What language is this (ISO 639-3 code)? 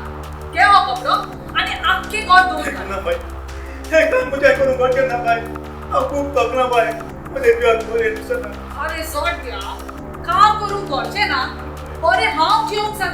kok